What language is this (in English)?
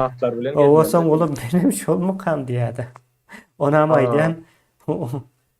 Turkmen